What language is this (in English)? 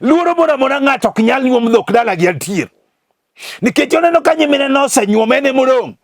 Luo (Kenya and Tanzania)